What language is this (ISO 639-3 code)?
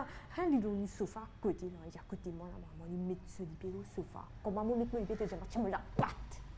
mfe